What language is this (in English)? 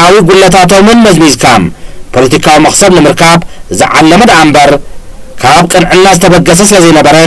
Tigrinya